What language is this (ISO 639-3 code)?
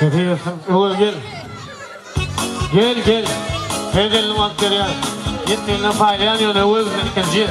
tuk